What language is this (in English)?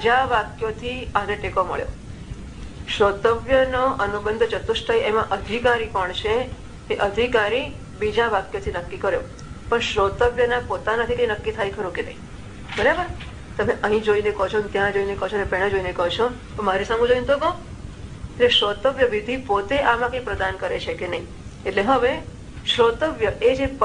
Gujarati